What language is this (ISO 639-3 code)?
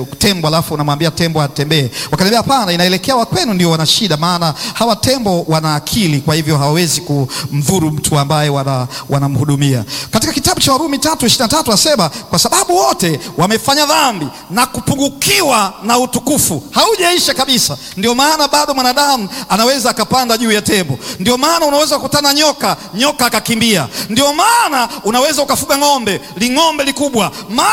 swa